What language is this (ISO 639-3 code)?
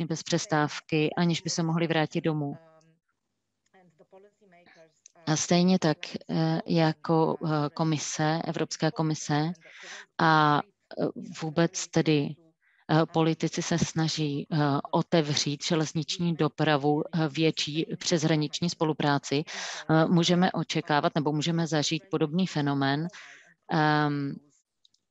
ces